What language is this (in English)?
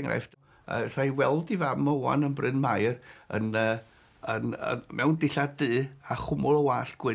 Welsh